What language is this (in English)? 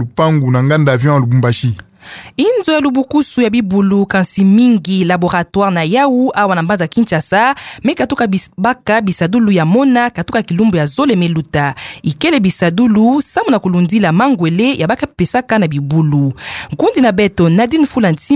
Kituba (Democratic Republic of Congo)